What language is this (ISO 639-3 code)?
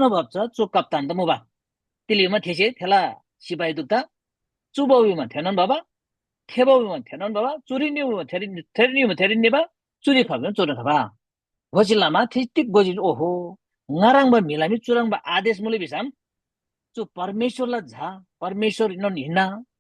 taj